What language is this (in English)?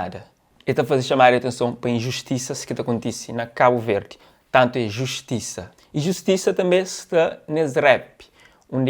Kabuverdianu